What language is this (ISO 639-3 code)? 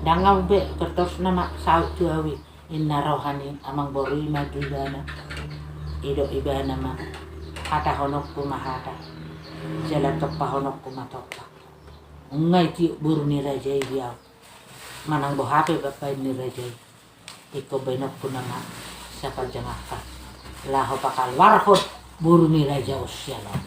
bbc